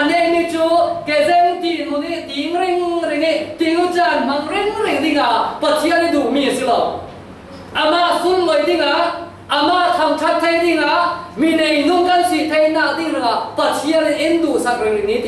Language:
Falam Chin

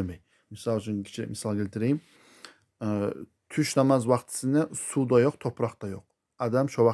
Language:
Kumyk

